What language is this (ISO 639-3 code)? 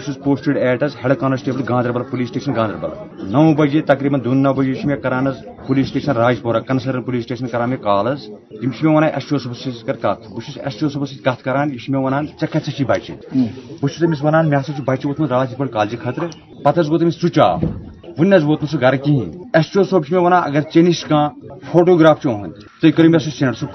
kas